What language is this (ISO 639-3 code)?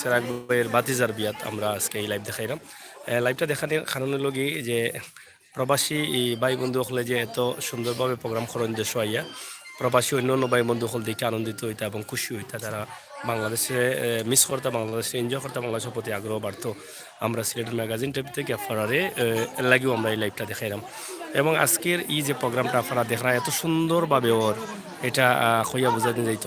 syl